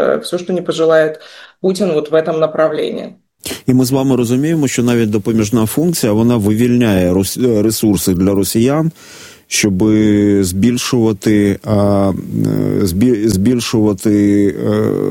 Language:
Ukrainian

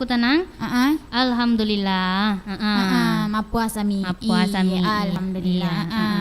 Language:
Buginese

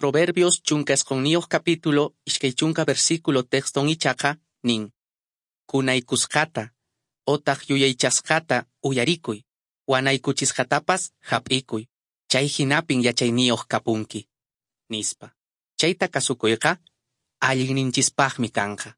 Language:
Quechua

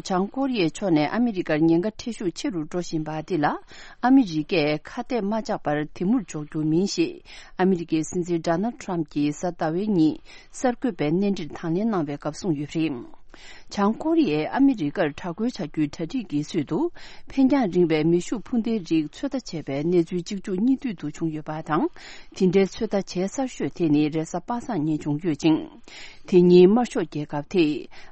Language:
Tibetan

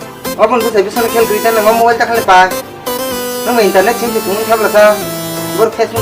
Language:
Kok Borok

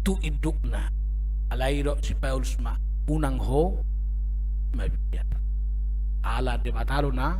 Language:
Batak Toba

